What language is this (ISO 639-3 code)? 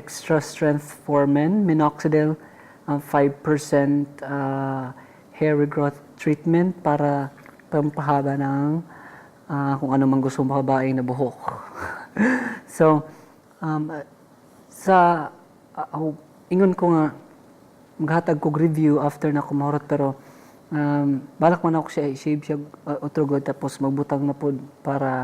ceb